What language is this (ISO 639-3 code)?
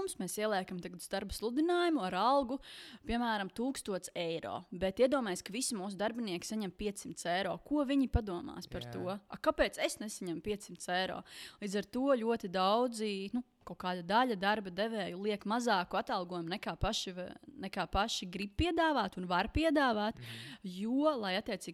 lav